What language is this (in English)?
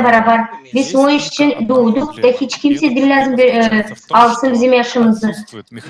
Gagauz